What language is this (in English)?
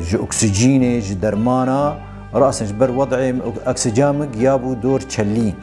Kurdish